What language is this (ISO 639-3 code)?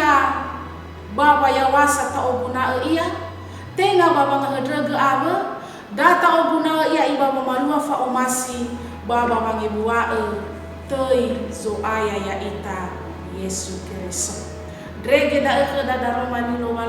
nia